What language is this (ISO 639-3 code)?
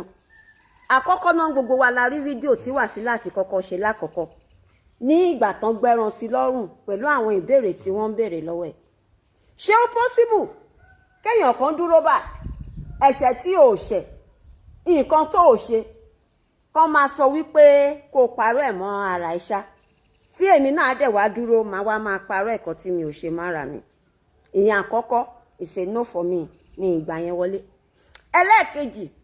yor